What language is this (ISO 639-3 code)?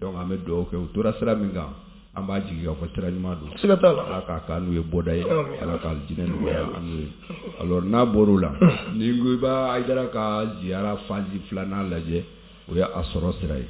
bam